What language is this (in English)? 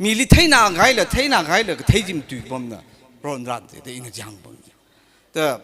Tangkhul Naga (India)